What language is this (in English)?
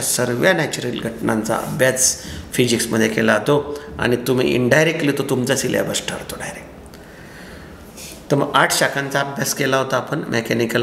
Marathi